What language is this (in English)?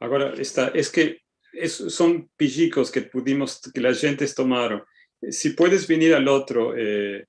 Ladino